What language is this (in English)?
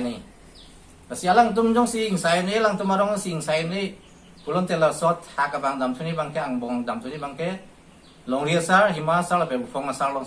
Karbi